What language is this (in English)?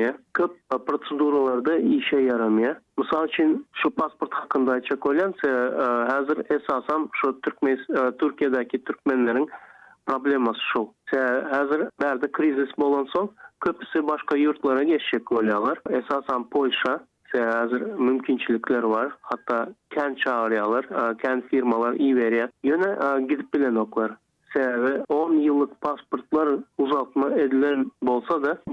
Turkmen